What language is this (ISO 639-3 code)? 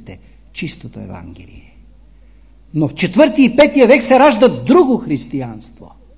bul